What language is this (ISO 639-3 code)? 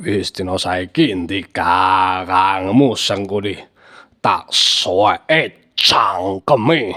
jav